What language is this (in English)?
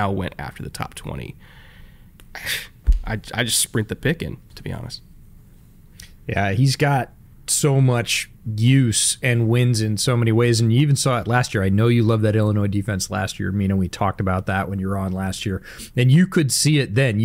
English